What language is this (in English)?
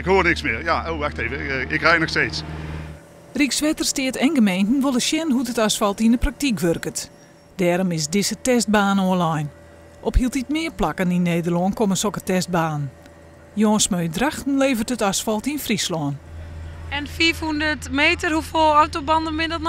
Western Frisian